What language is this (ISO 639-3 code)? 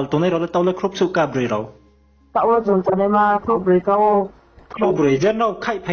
ria